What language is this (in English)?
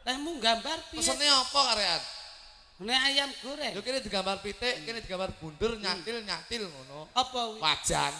Javanese